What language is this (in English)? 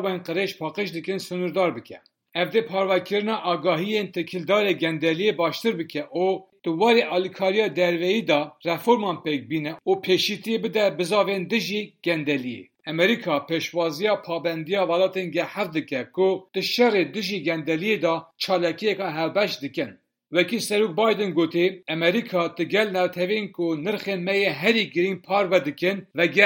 Kurdish